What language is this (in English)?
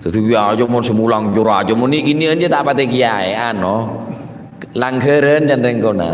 Madurese